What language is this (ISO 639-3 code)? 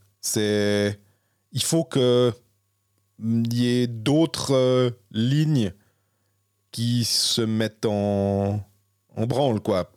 fra